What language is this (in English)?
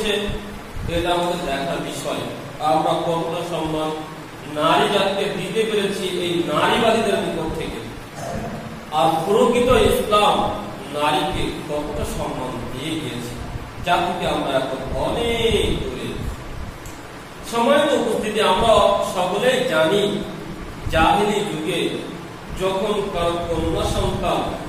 Bangla